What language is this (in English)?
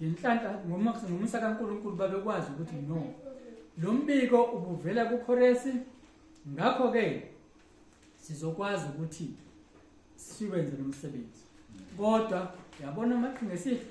Zulu